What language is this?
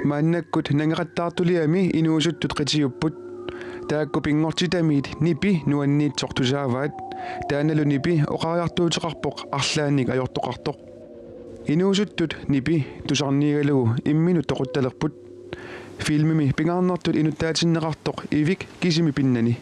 Kalaallisut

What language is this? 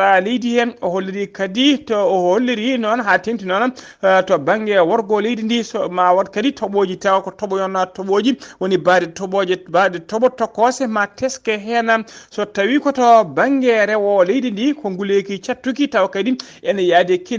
Fula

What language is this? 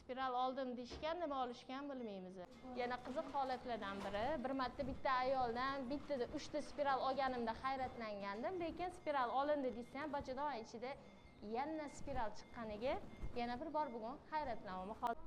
Uzbek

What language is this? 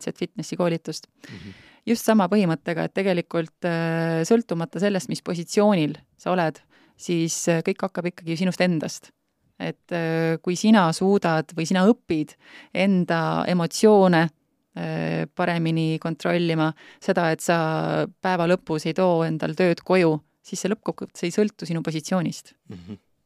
Estonian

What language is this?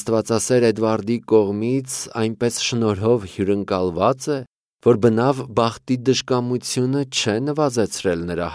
Armenian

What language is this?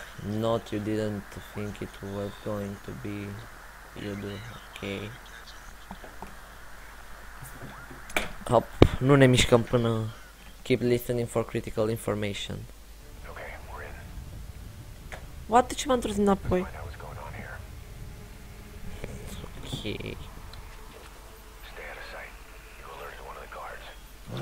Romanian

